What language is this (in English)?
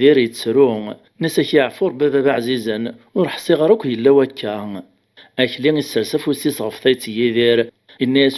Kabyle